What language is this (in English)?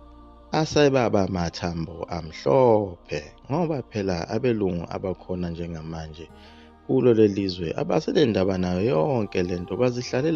Zulu